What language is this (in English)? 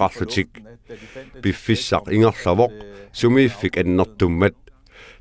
Kalaallisut